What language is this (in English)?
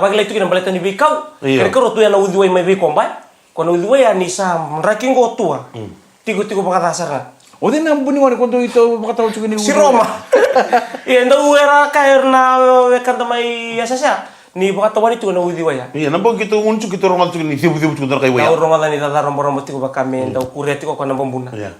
Fijian